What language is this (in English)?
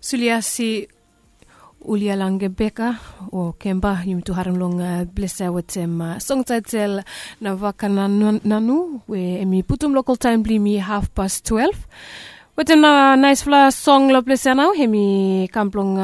Bislama